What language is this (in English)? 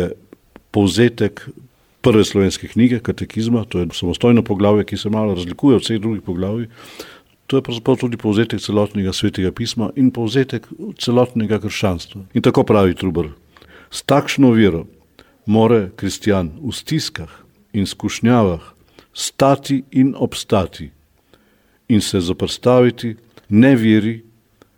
Slovenian